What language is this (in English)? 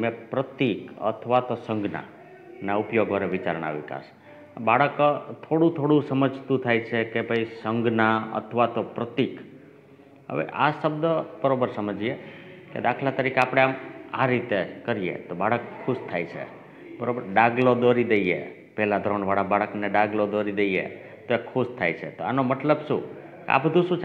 Gujarati